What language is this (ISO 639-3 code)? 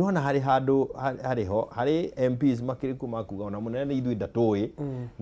kik